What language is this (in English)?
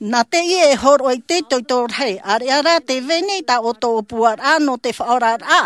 Tahitian